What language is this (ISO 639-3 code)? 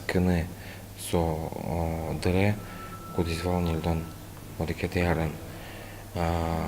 udm